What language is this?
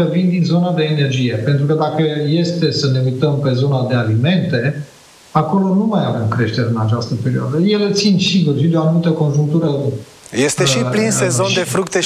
Romanian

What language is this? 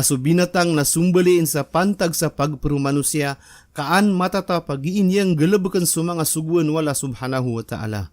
Maranao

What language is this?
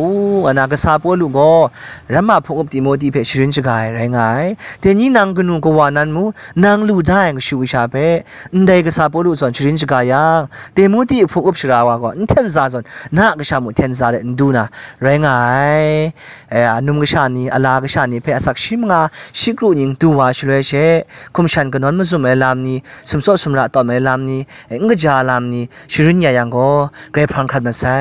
Kachin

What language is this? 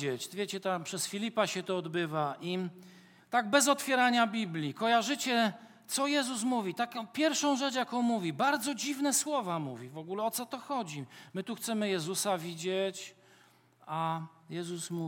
Polish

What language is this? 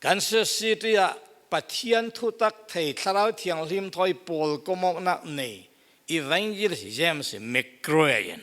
Falam Chin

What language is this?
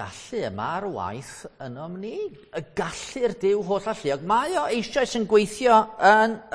Welsh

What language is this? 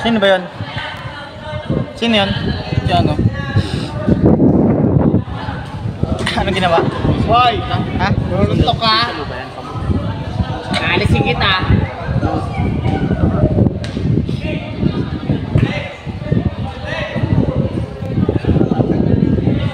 Filipino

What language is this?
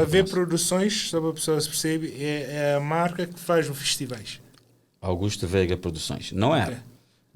Kabuverdianu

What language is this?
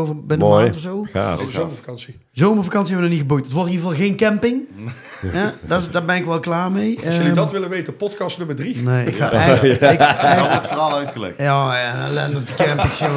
Dutch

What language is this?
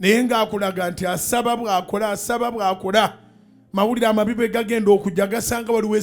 Ganda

